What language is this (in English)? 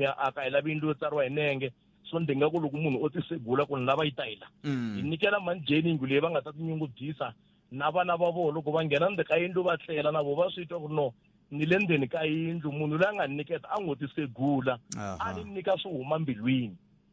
Tsonga